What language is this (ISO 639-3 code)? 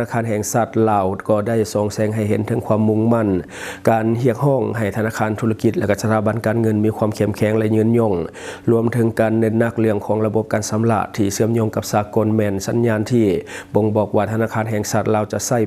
lao